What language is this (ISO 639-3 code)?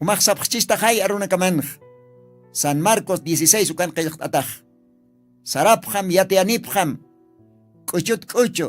aym